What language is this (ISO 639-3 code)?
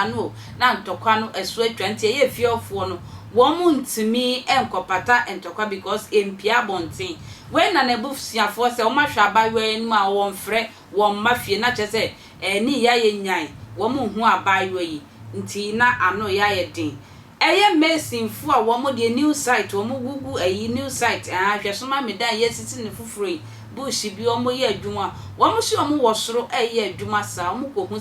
aka